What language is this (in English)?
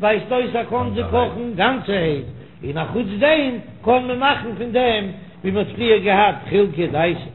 Yiddish